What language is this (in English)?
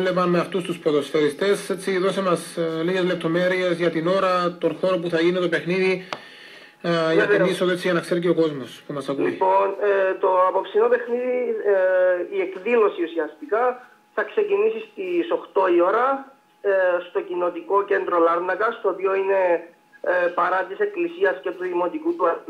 Greek